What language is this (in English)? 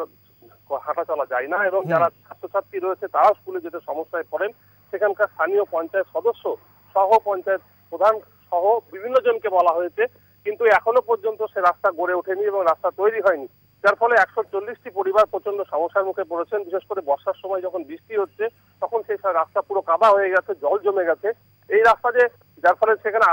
Bangla